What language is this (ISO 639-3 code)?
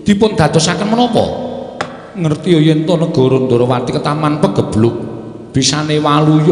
jav